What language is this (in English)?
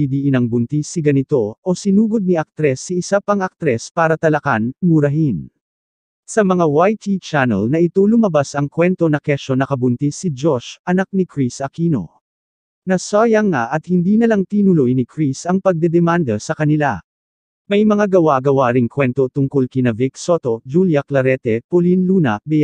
Filipino